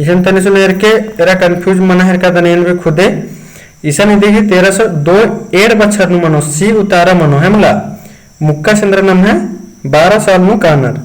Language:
Kurukh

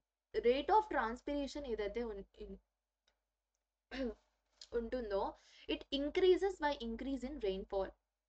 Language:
Telugu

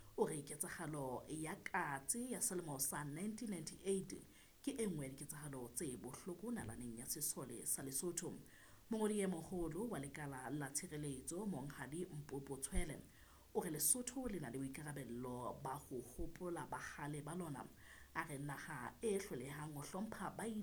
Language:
Southern Sotho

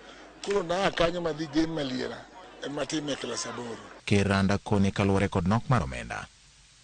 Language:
Luo (Kenya and Tanzania)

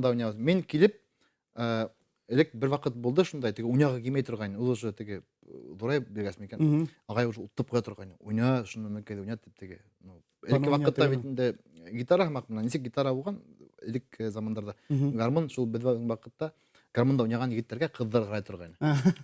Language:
Bashkir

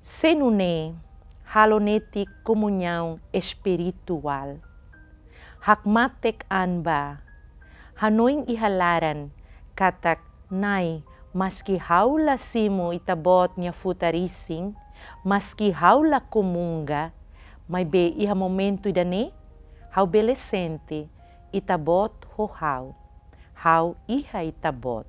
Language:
Tetum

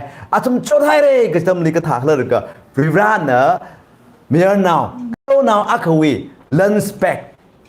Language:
Tangkhul Naga (India)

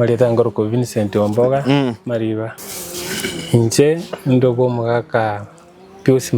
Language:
Gusii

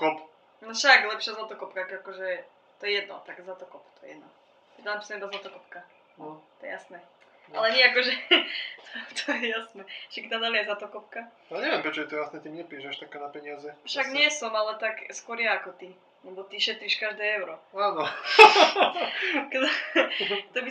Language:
Slovak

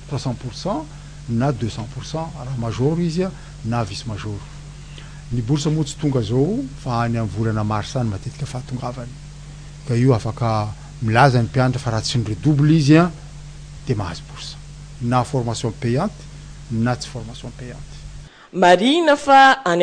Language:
Malagasy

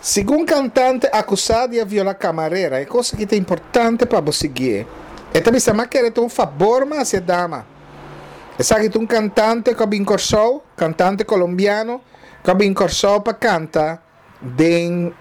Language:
Papiamento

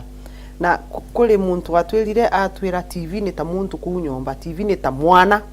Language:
Meru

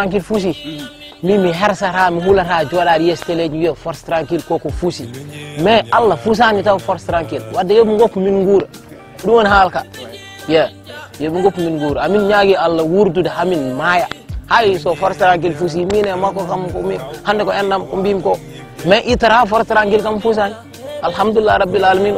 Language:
Fula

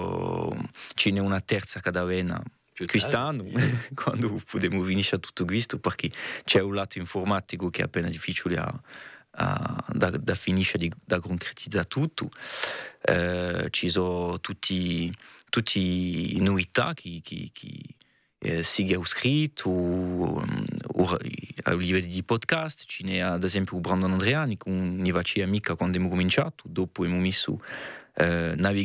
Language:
Corsican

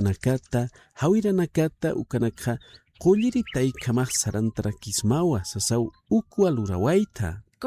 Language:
Aymara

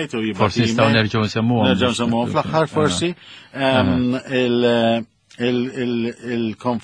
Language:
Maltese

